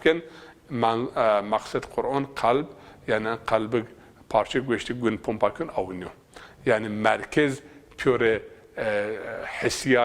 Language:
Zaza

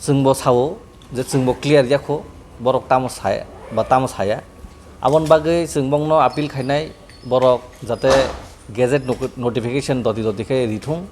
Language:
Kok Borok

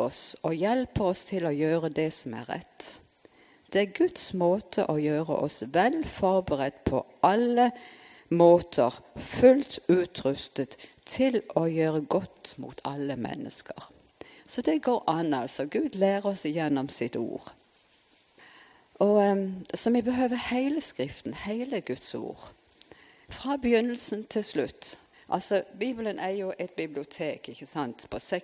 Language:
Norwegian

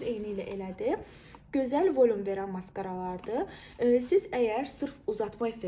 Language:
Azerbaijani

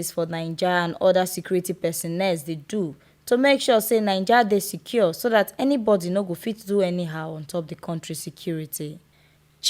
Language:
Nigerian Pidgin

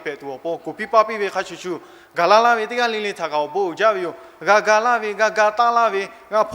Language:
Lahu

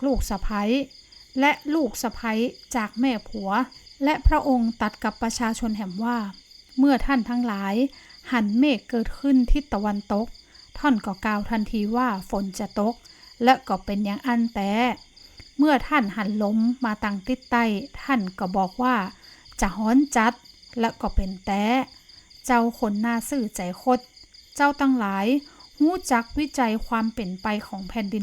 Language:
Northern Thai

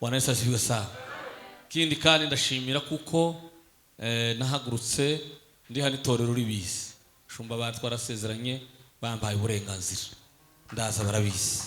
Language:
Kinyarwanda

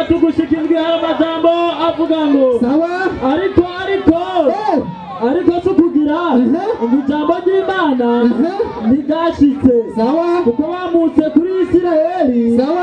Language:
Rundi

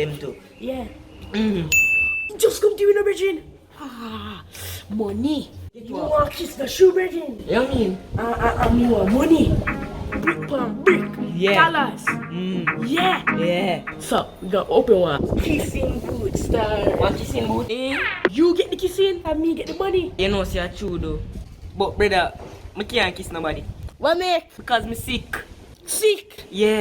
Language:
Jamaican Creole English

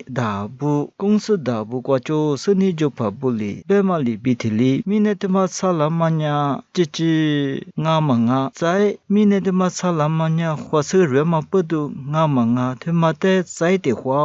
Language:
Lisu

